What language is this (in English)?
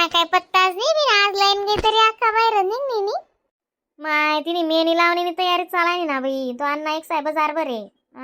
Khandesi